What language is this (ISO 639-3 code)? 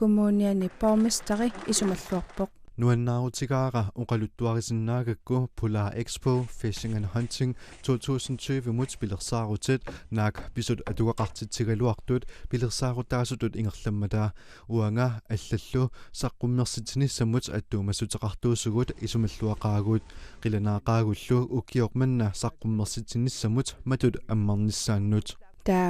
kal